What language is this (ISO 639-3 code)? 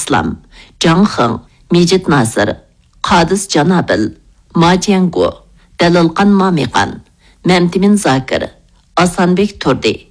uig